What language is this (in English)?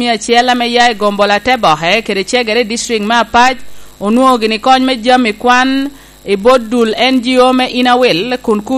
Lango (Uganda)